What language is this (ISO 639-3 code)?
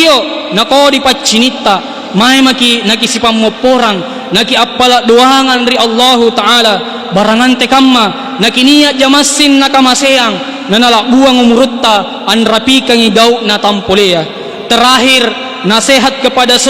mak